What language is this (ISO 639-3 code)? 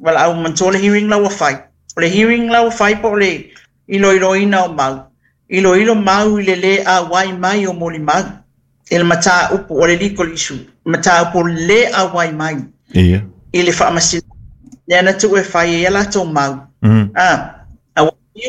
smo